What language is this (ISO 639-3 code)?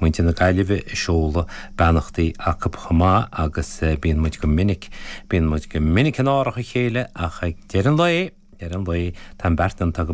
gle